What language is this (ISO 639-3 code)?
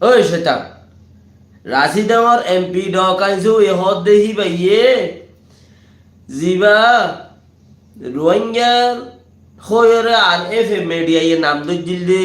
rhg